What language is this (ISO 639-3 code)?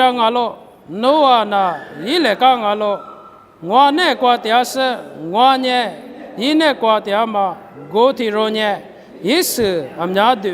lis